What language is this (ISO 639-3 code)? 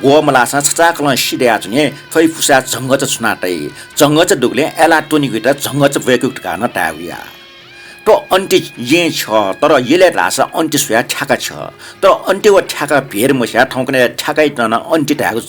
new